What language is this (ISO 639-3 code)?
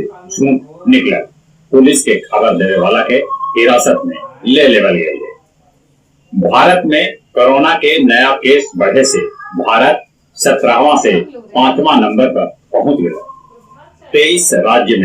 mag